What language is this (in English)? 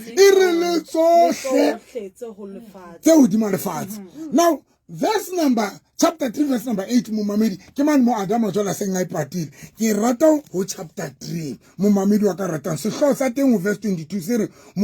Southern Sotho